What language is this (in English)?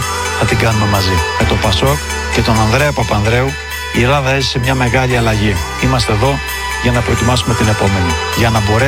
Greek